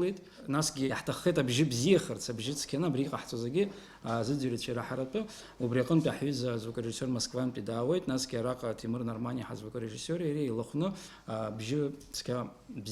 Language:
Abkhazian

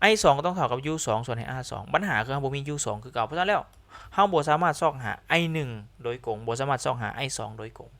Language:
Lao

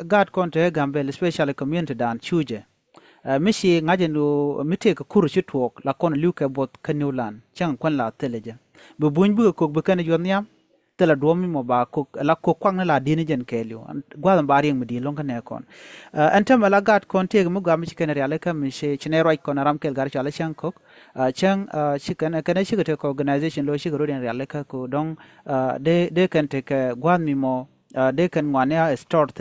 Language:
Nuer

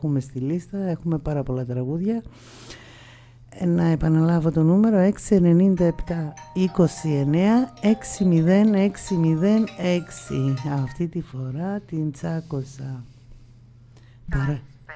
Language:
Greek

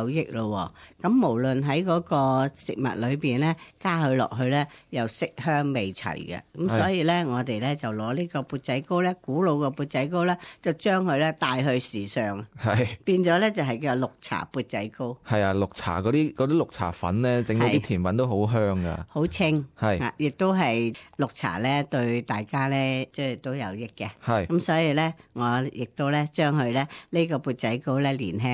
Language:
Cantonese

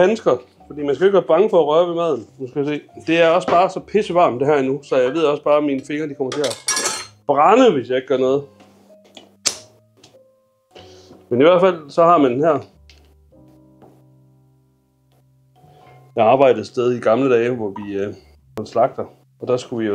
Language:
Danish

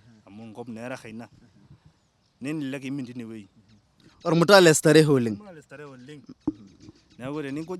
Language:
Masai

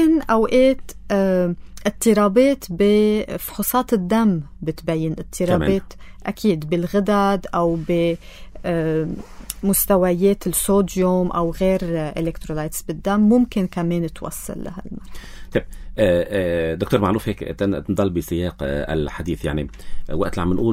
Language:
North Levantine Arabic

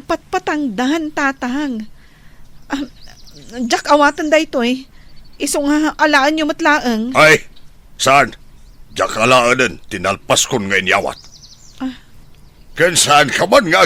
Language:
Iloko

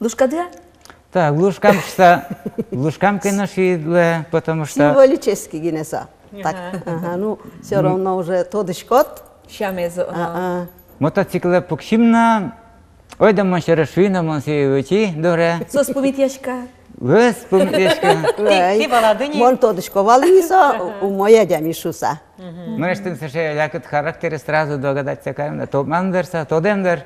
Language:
Udmurt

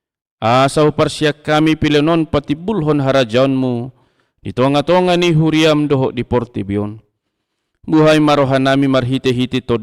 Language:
Batak Toba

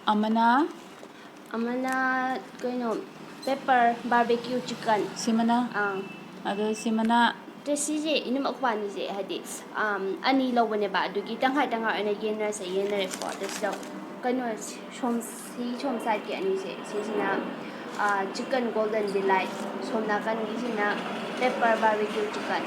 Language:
Manipuri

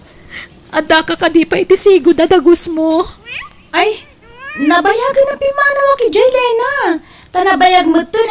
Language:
Iloko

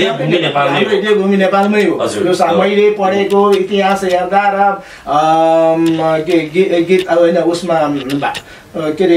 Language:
Nepali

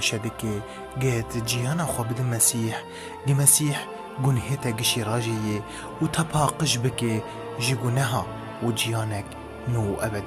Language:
Kurdish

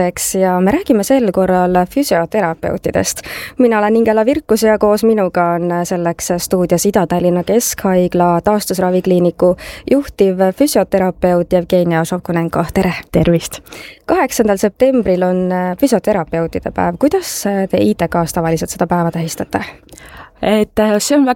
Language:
Estonian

